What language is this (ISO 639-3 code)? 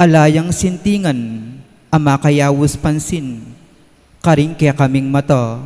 pam